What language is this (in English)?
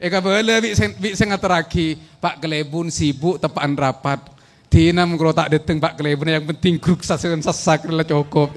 Madurese